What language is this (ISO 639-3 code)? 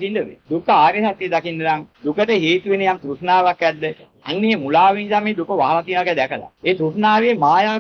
sin